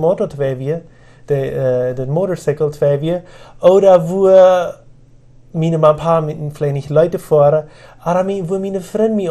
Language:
Plautdietsch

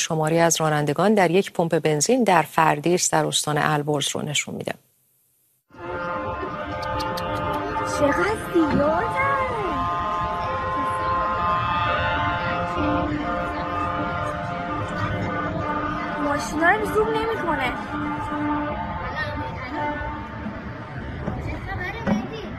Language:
Persian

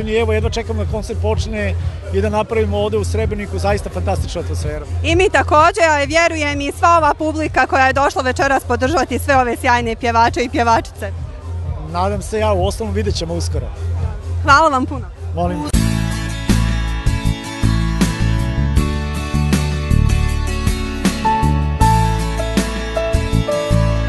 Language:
Bosnian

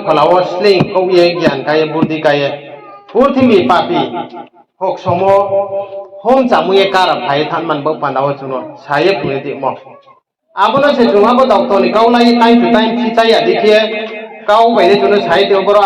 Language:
Riang (India)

